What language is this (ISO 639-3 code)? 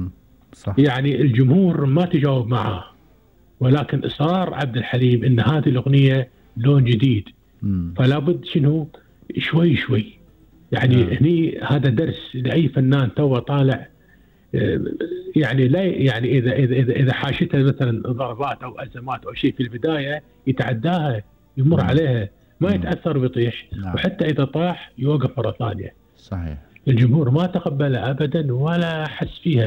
afb